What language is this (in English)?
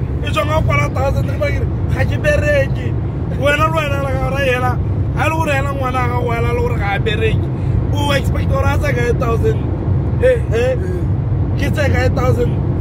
Tswana